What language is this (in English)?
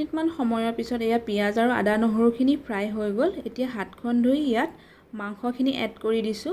Assamese